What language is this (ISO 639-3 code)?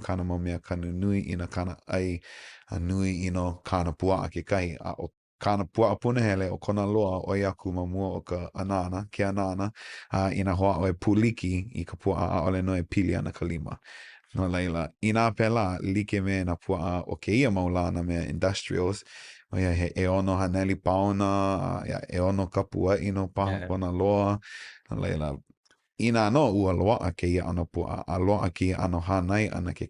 haw